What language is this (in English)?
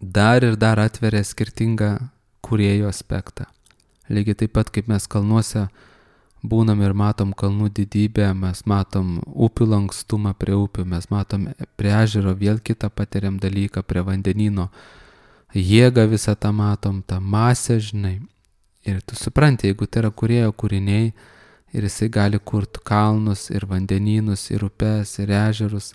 Lithuanian